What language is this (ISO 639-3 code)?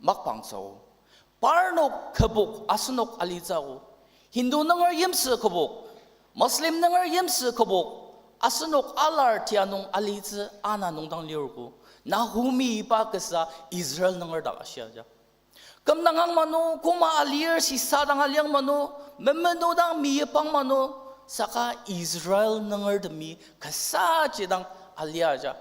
njo